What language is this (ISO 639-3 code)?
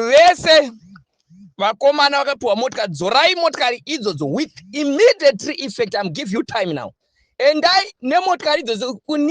sna